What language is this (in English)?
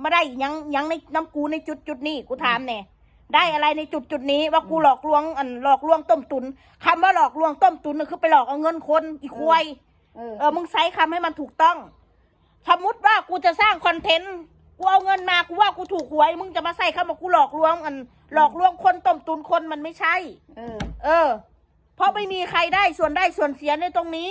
Northeastern Thai